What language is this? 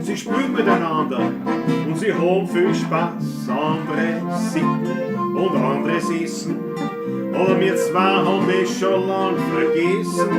Bavarian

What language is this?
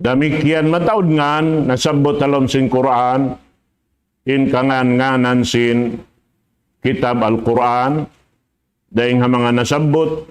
Tausug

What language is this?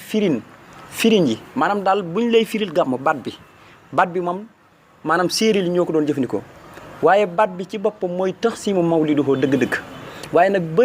Wolof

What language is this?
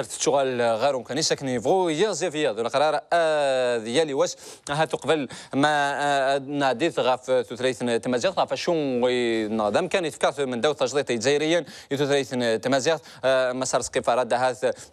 Kabyle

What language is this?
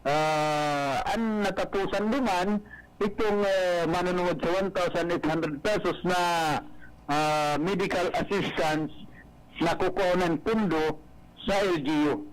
Bikol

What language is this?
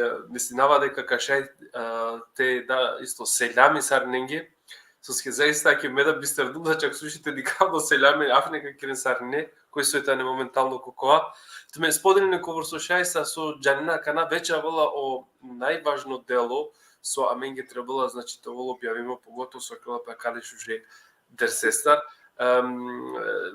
Balkan Romani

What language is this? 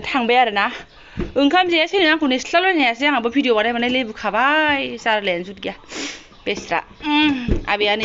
Bodo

